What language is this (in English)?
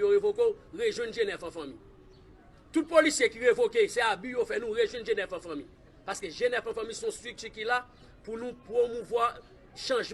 Haitian Creole